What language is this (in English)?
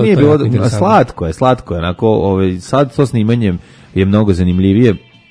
Serbian